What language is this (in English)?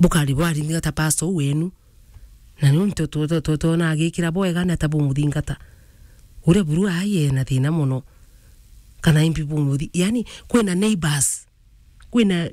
Meru